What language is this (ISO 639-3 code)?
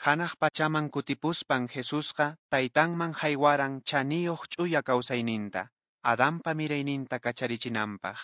que